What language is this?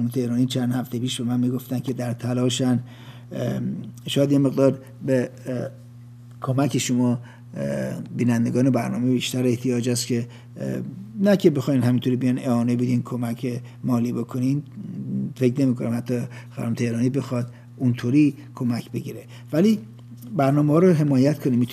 Persian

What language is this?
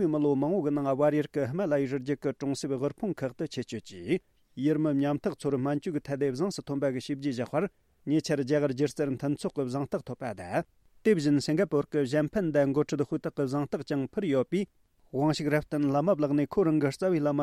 Tibetan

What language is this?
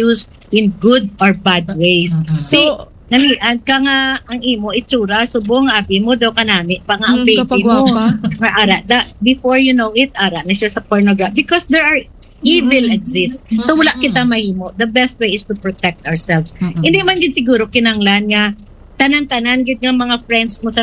Hiligaynon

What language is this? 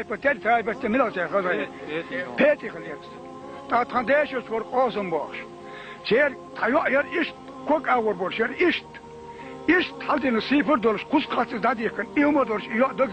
Chechen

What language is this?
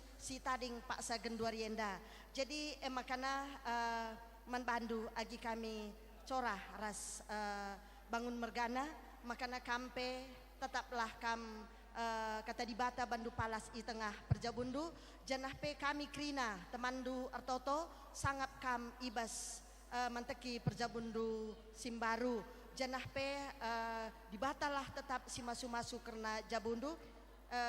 Batak Karo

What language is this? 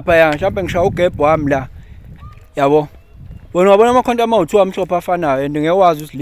Zulu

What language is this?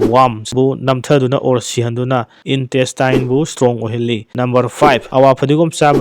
Manipuri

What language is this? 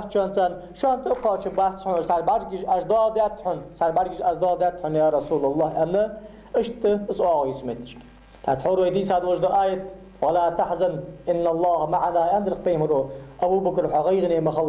Ingush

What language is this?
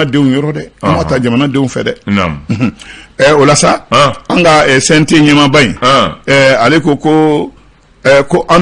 Bambara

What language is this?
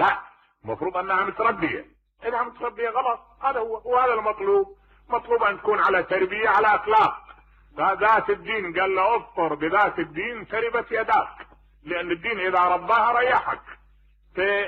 Mesopotamian Arabic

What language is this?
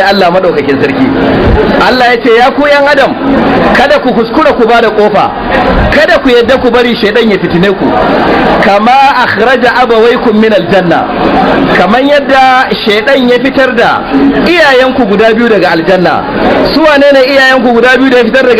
Hausa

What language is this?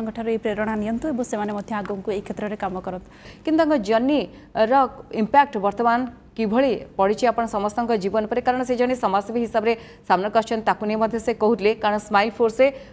Odia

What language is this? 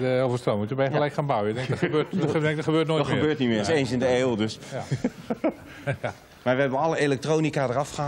Dutch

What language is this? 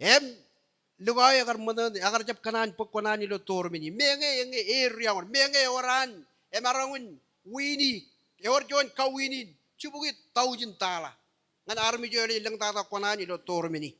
Marshallese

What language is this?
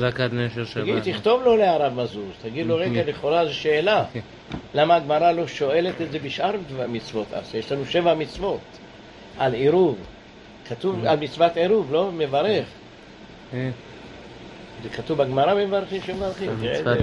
Hebrew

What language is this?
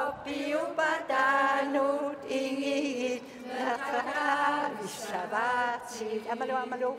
Kalaallisut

